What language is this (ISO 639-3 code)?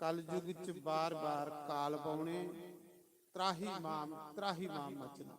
doi